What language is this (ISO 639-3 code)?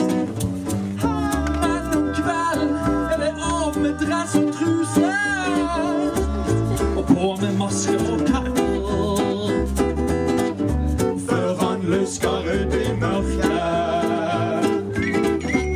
nor